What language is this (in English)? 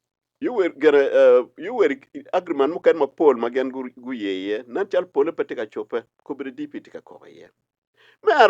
Acoli